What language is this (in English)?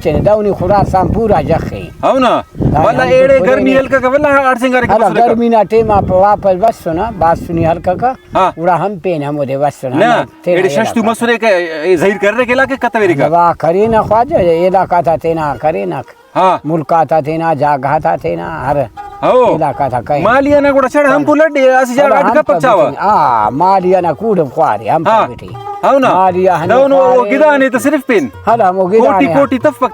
Brahui